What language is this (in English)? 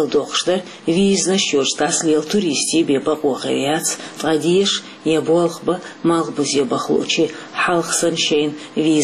Chechen